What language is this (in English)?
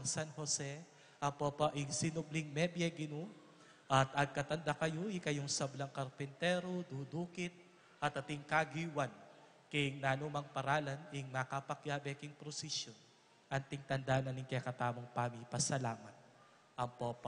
Pampanga